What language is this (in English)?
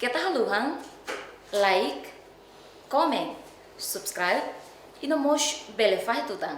Tetum